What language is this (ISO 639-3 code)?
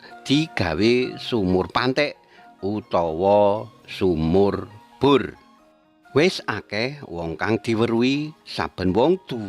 jav